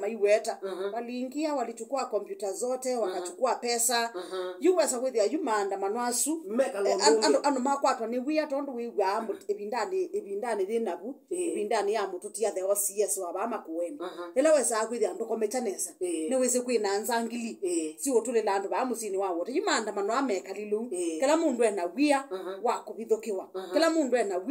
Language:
Kamba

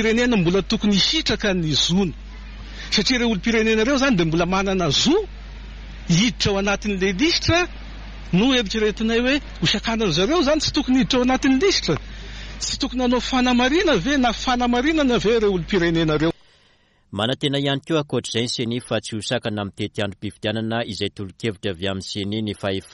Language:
Malagasy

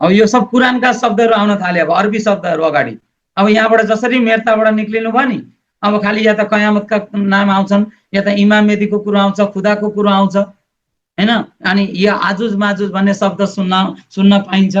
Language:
Nepali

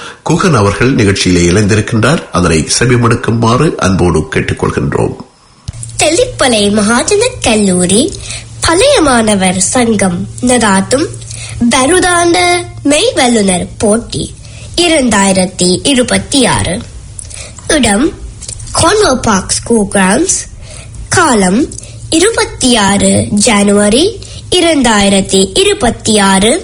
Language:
Tamil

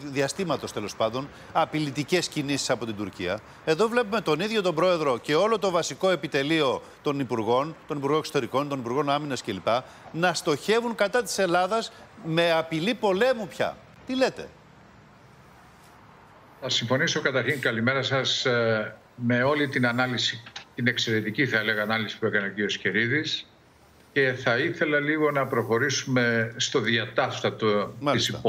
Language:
Greek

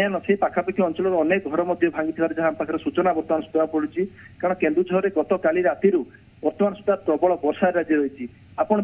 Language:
Odia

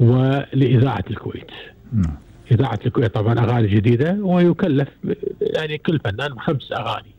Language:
Gulf Arabic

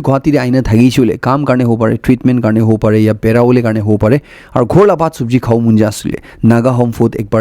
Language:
Naga Pidgin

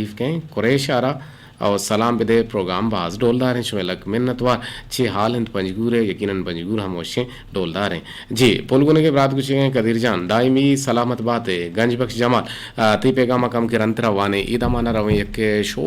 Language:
Eastern Balochi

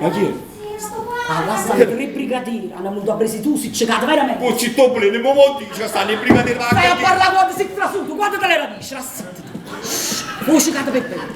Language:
Neapolitan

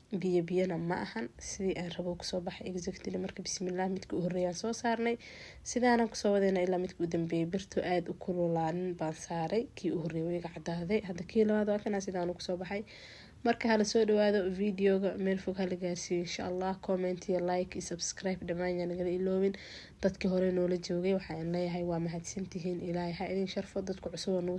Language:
Somali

